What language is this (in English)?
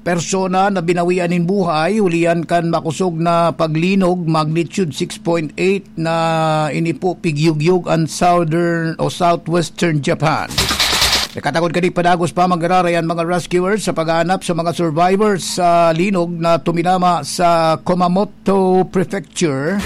Bikol